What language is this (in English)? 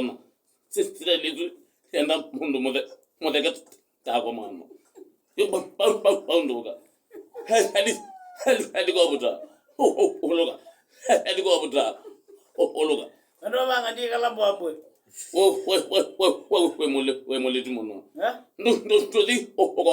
Kamba